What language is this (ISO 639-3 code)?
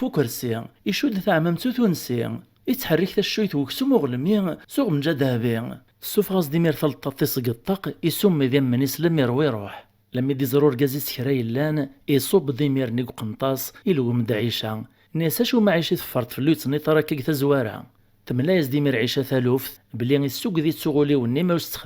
kab